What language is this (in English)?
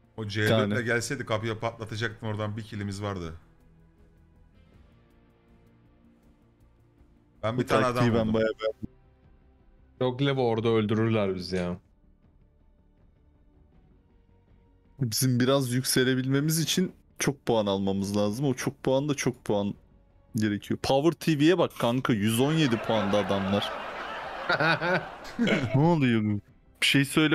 Turkish